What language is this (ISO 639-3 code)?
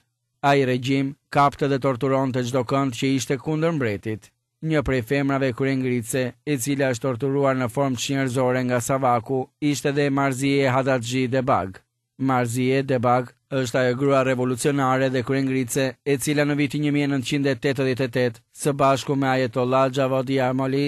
sqi